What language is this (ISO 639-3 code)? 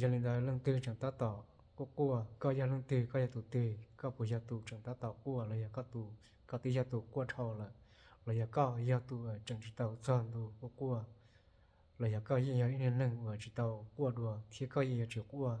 hmn